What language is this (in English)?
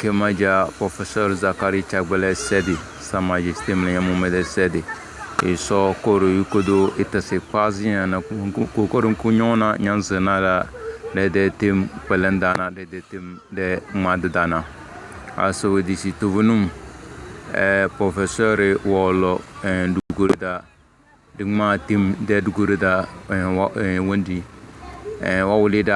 Tem